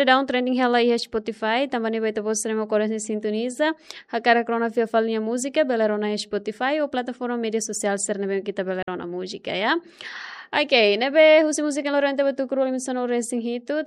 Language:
Tetum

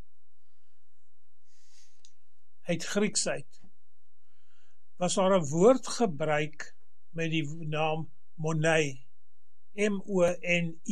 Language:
Afrikaans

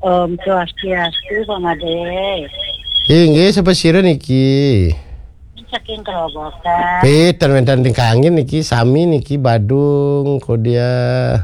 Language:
Balinese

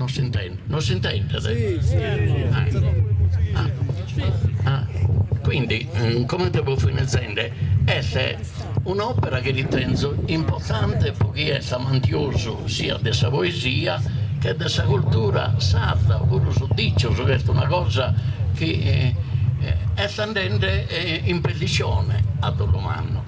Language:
Sardinian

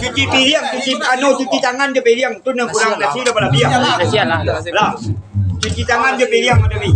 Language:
Minangkabau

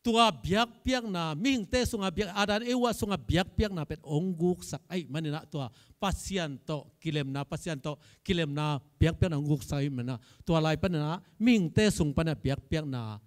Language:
Tedim Chin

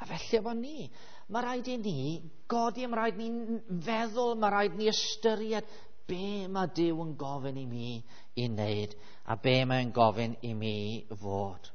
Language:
Welsh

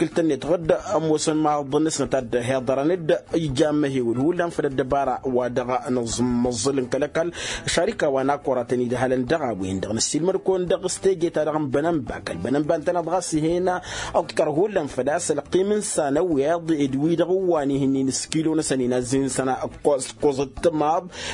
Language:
Tamasheq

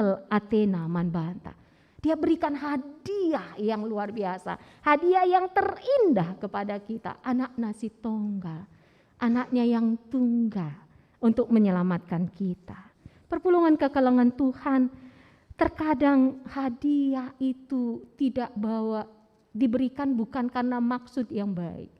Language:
Batak Karo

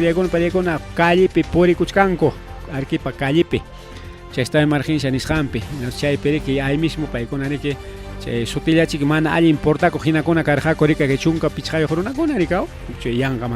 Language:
Ayacucho Quechua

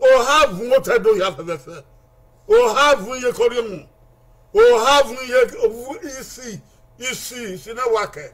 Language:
Bini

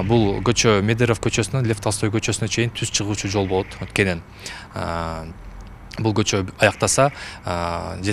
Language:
Kyrgyz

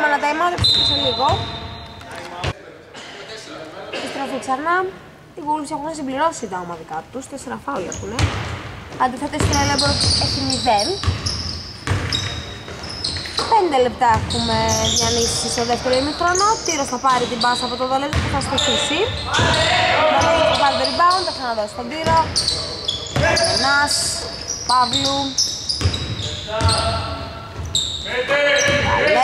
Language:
Greek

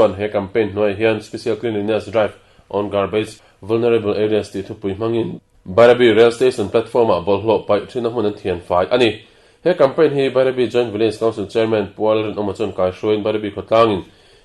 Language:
Mizo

